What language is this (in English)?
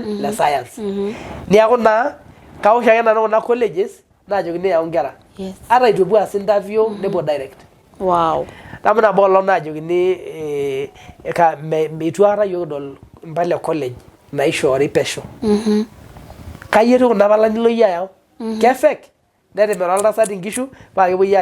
Masai